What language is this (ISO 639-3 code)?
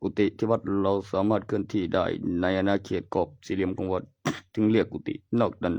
lao